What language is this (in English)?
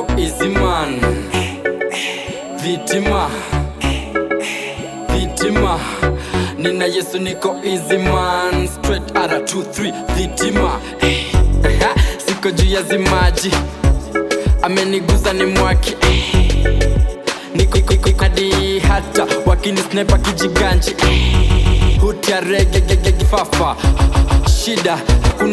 Swahili